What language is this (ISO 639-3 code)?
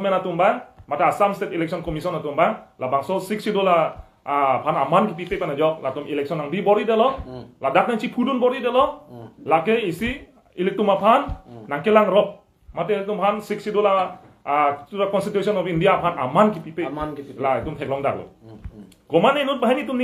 mjw